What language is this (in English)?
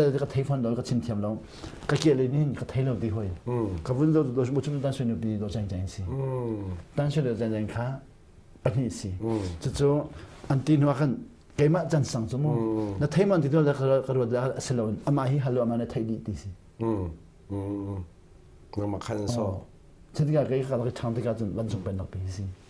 Hakha Chin